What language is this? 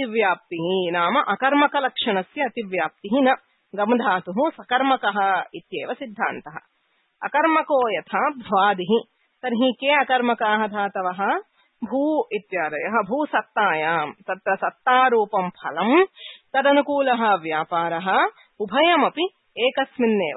Sanskrit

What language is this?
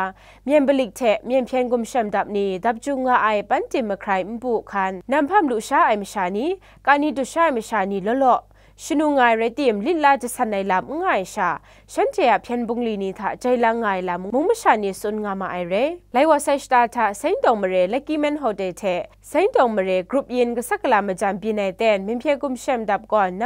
Kachin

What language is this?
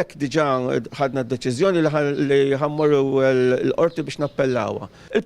Maltese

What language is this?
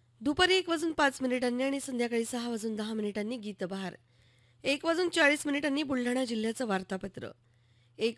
Marathi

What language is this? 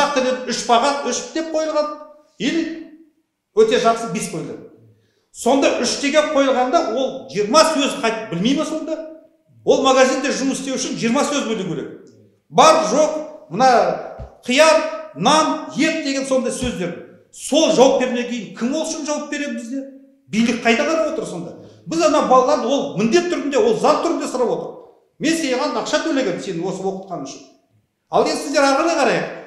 Kazakh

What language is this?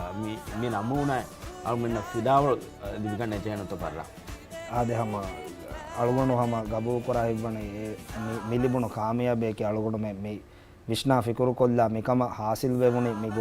Divehi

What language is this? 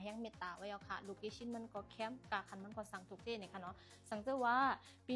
Shan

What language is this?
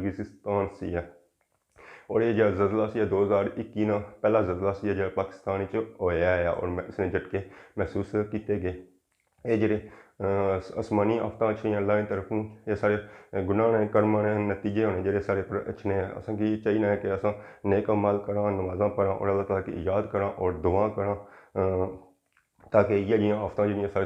Pahari-Potwari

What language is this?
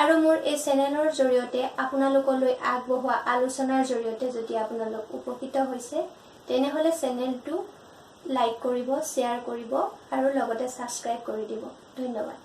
Assamese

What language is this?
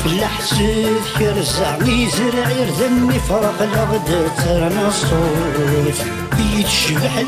Kabyle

